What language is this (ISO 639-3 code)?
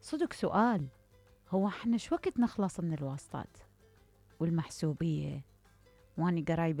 acm